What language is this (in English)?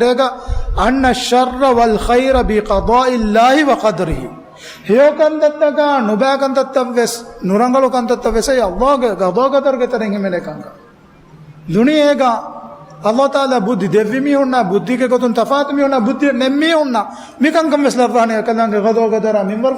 Divehi